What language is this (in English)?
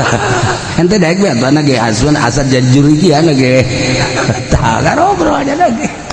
Sundanese